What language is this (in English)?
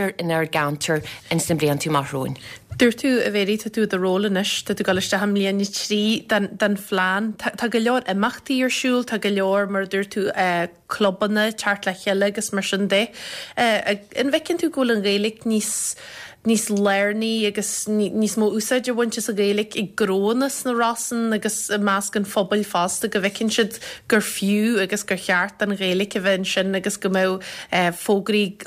Irish